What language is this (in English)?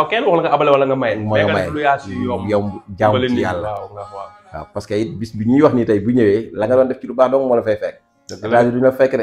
Wolof